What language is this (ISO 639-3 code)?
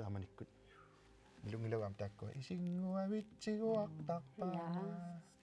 kal